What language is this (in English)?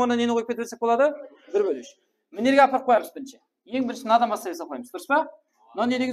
Kara-Kalpak